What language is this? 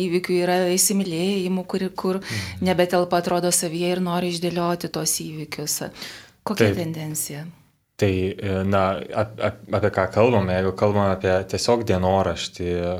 Lithuanian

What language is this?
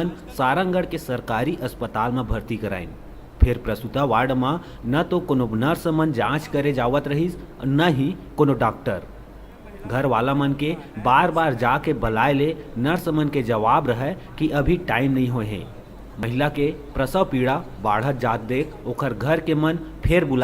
Chhattisgarhi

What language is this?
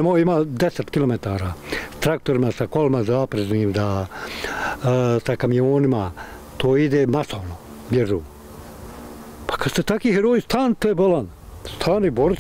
Bosnian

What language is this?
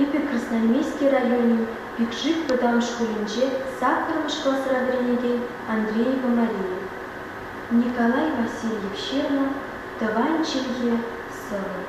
Chuvash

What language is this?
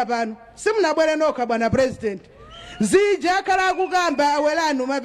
Nyanja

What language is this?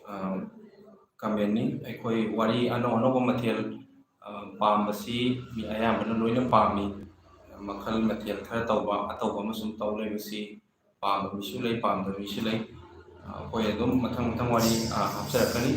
Manipuri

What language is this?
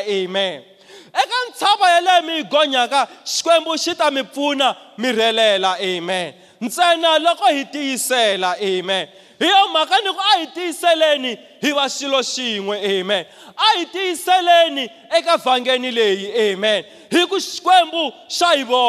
Tsonga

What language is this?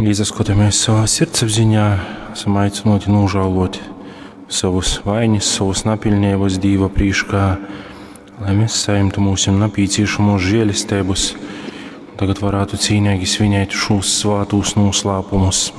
Latgalian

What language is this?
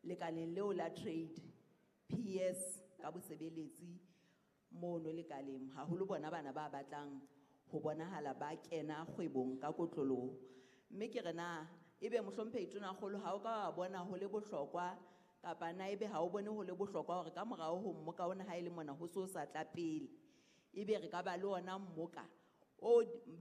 Southern Sotho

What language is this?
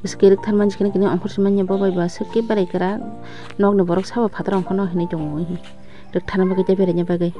Kok Borok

